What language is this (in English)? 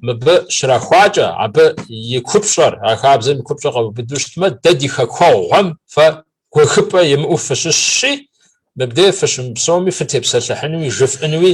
Kabardian